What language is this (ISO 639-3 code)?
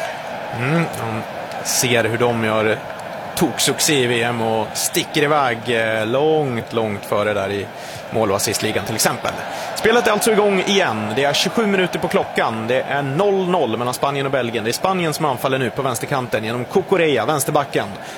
swe